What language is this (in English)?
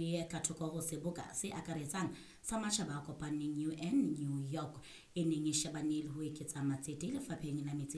Southern Sotho